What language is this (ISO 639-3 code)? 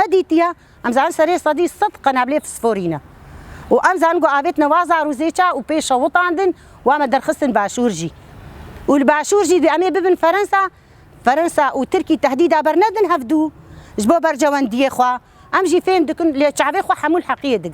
kur